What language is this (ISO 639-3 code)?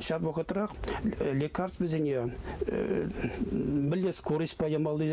chv